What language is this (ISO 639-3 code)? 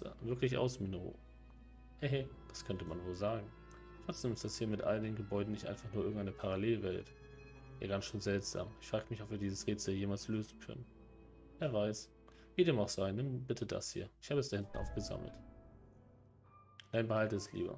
deu